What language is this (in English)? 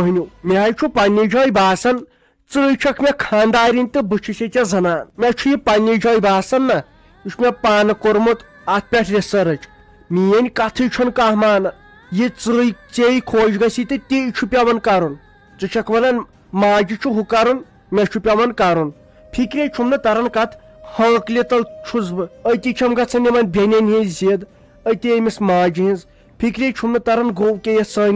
Kashmiri